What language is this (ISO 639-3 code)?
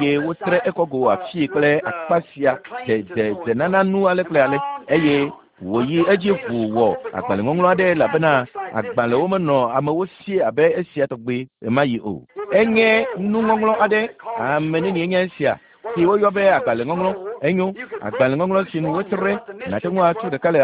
ewe